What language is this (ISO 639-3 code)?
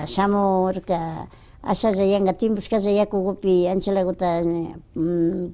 qvi